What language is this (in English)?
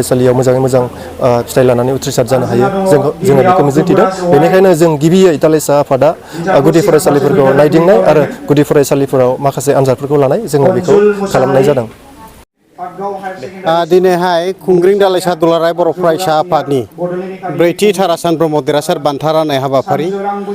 Bodo